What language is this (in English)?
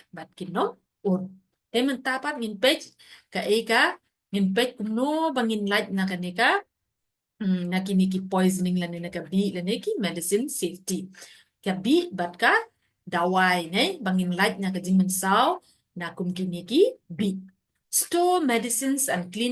Khasi